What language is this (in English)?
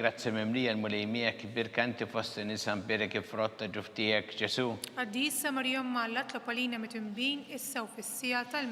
Maltese